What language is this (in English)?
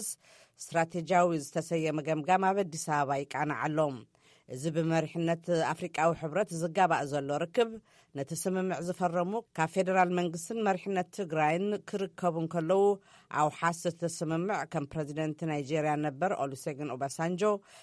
Tigrinya